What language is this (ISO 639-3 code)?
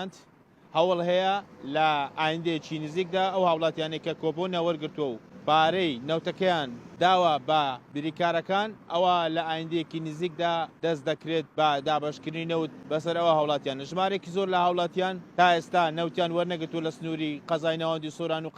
ckb